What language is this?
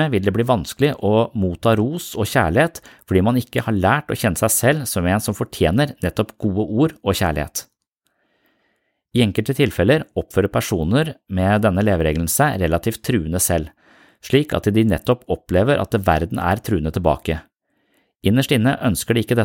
Norwegian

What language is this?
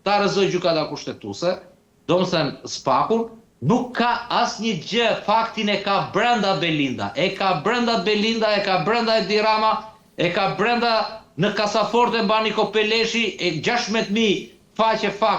Albanian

